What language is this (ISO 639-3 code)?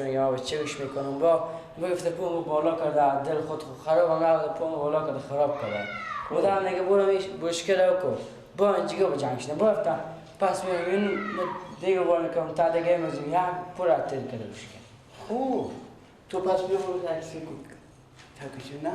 fas